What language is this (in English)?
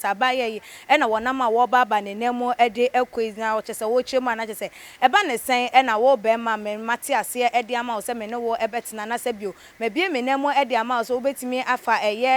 Akan